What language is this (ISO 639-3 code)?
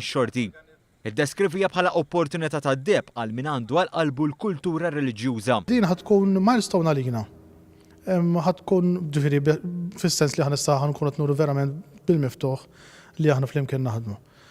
mlt